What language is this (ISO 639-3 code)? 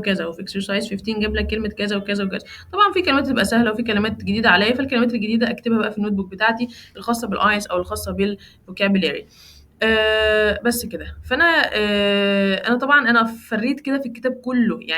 arz